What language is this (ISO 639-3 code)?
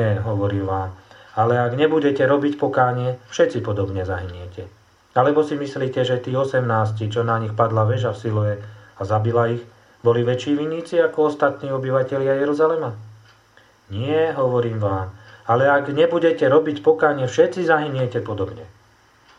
slk